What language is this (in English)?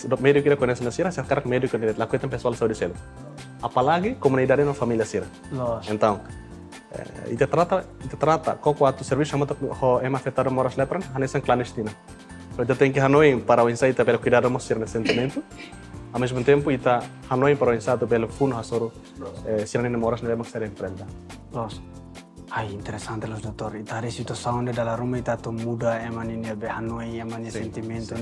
Tetum